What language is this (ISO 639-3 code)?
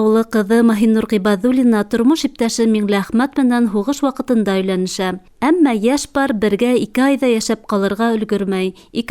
bak